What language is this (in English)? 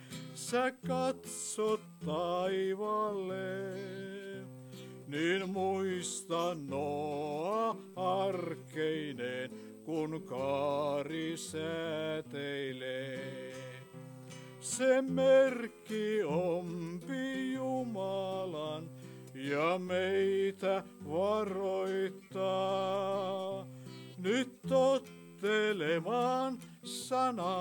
Finnish